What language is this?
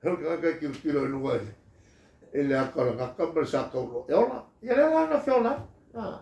Samoan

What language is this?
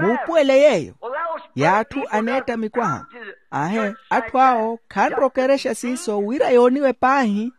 Makhuwa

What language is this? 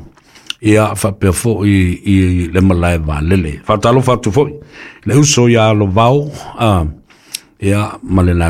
Samoan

